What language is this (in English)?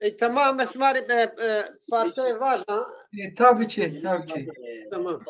Zaza